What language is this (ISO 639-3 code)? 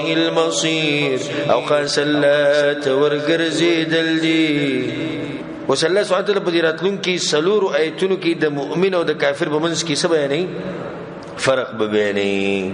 pus